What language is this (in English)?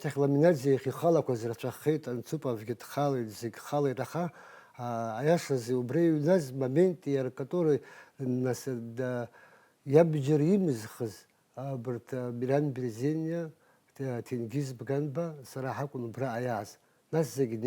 Abkhazian